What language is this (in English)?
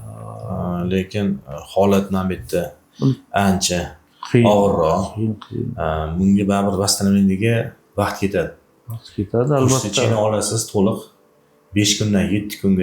Uzbek